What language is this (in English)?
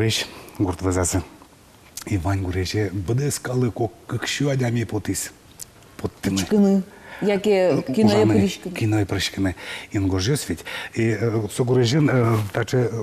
Udmurt